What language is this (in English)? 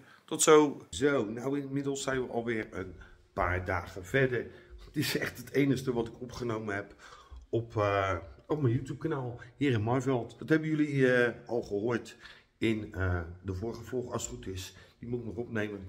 Dutch